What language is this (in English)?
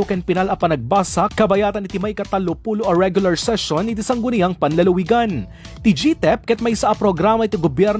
Iloko